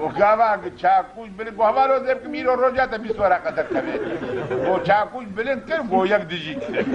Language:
Kurdish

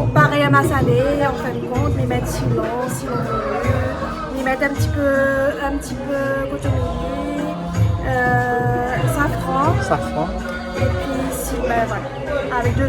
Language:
Réunion Creole French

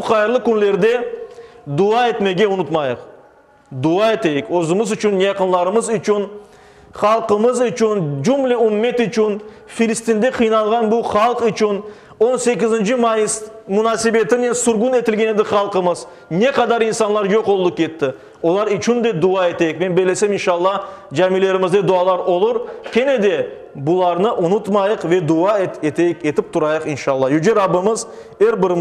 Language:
Crimean Tatar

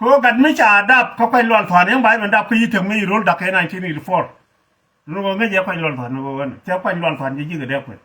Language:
Nuer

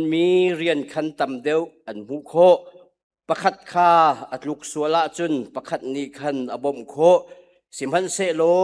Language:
Hakha Chin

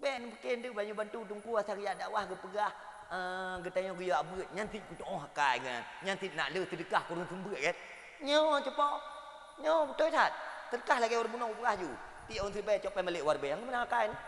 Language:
Achinese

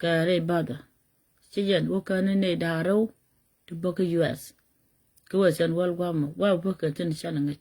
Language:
Nuer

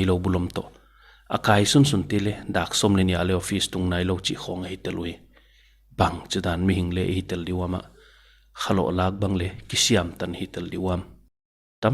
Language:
Paite Chin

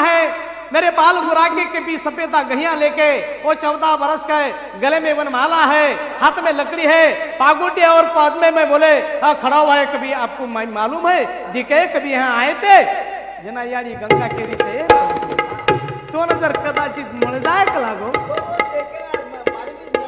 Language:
Lambadi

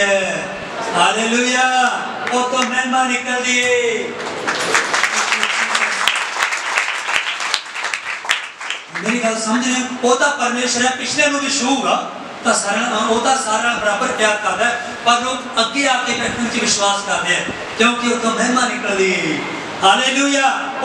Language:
Punjabi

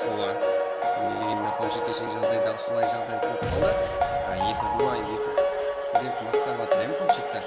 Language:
Kara-Kalpak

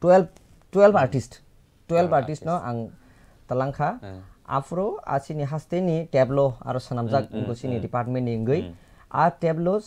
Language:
Kok Borok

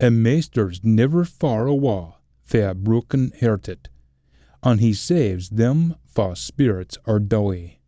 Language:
Scots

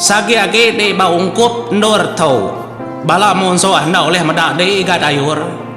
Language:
Iban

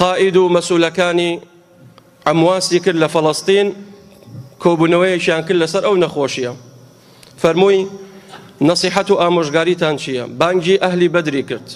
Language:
Central Kurdish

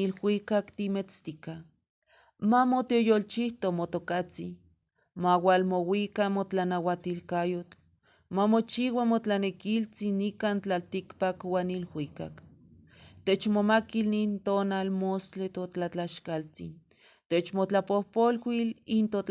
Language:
Eastern Huasteca Nahuatl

